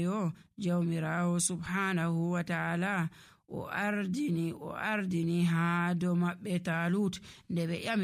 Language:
Nigerian Fulfulde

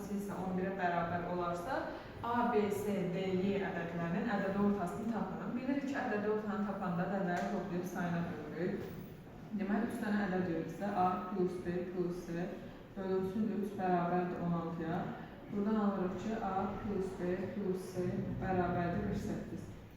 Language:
Azerbaijani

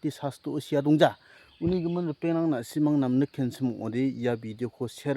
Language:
Garo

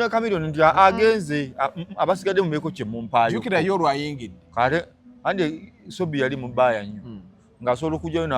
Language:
Ganda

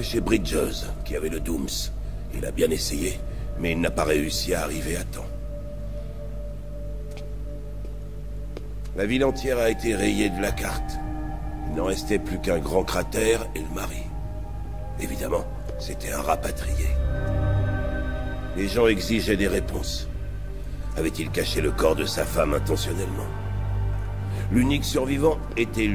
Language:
French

